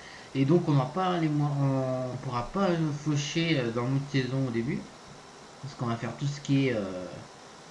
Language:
French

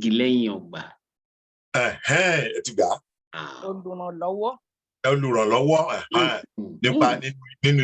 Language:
Yoruba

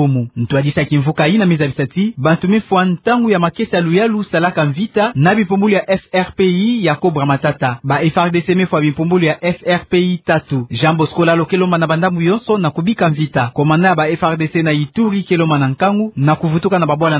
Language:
Kituba (Democratic Republic of Congo)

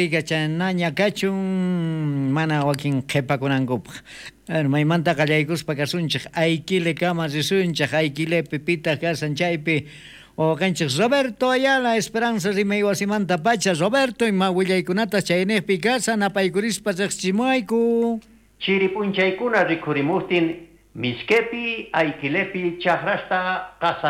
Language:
South Bolivian Quechua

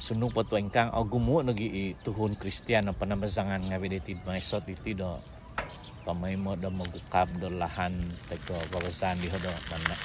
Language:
Central Dusun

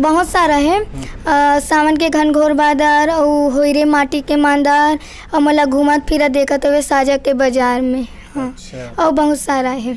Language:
Chhattisgarhi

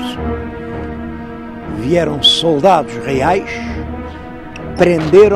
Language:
Portuguese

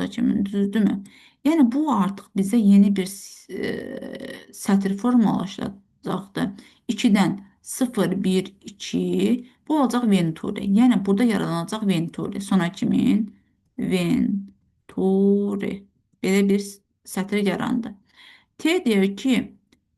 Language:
Azerbaijani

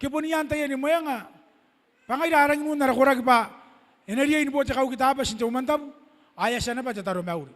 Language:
Gilbertese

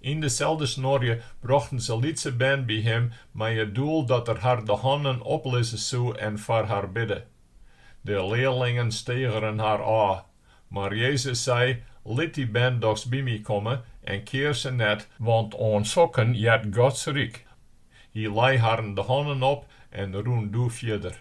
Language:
Western Frisian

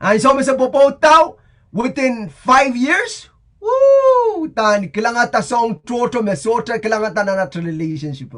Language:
Pohnpeian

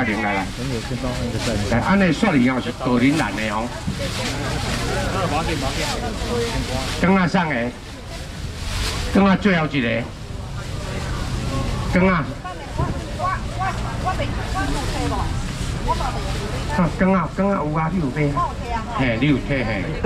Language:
Min Nan Chinese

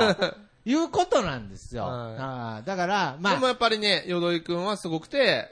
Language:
Japanese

